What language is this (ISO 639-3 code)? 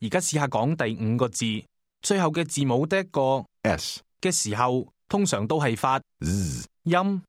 yue